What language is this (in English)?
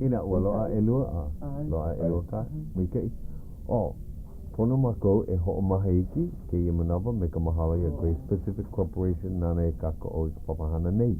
Hawaiian